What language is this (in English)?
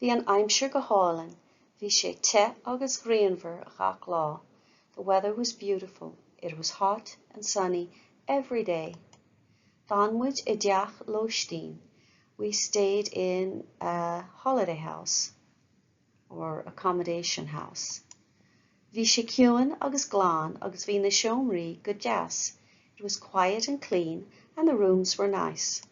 Irish